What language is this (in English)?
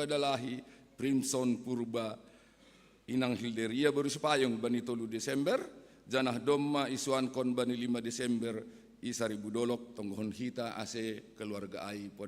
Batak Simalungun